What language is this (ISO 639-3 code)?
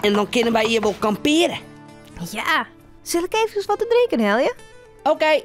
fry